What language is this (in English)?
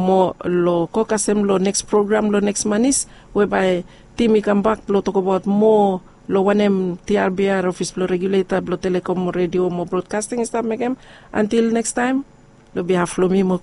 Bislama